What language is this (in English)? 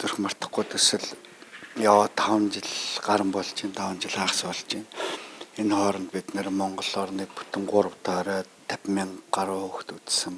Mongolian